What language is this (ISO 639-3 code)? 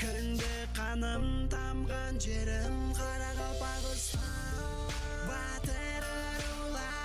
kaa